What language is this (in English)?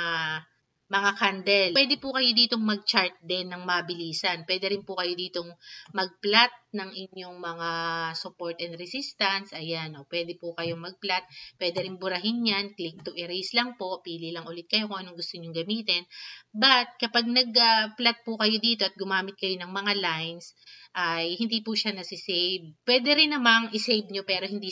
Filipino